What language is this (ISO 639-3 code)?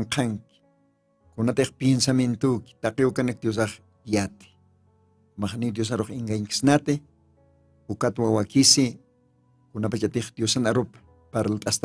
aym